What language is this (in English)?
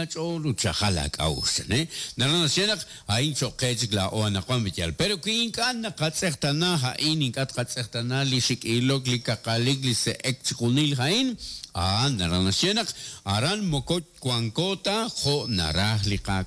Kekchí